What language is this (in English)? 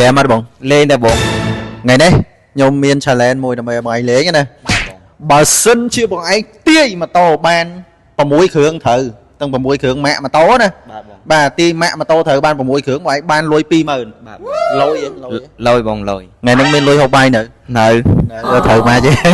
Khmer